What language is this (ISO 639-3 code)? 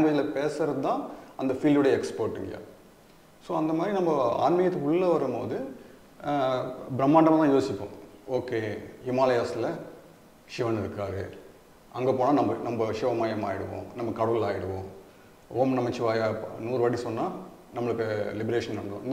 tam